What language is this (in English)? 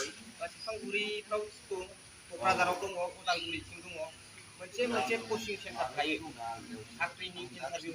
Bodo